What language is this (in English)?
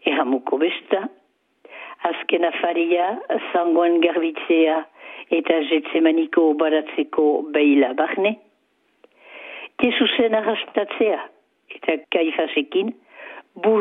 Basque